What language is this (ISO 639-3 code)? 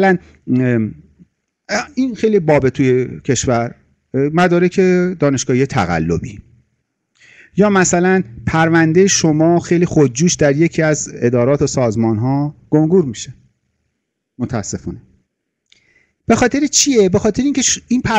fas